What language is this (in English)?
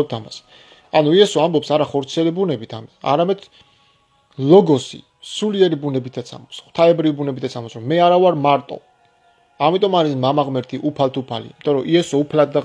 Georgian